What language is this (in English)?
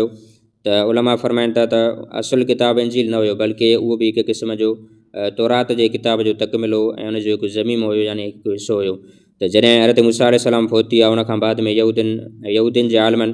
Sindhi